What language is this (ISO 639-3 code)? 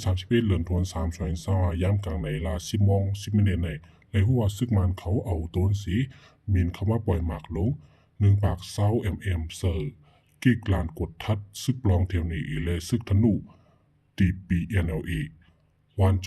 shn